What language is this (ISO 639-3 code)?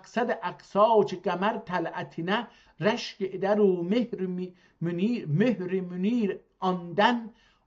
azb